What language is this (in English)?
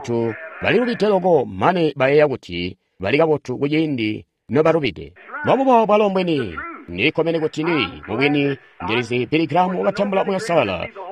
Tonga (Zambia)